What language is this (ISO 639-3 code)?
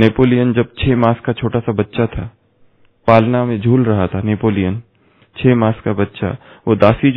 hin